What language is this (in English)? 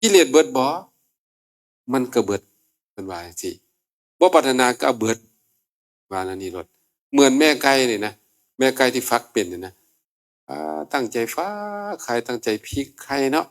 Northeastern Thai